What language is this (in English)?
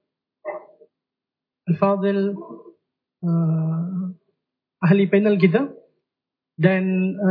Indonesian